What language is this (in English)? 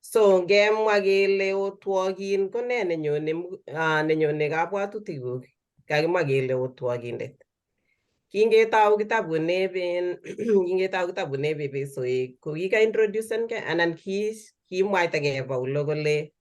Kalenjin